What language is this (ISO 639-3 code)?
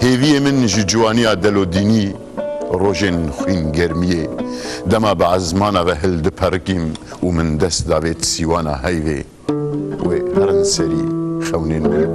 kur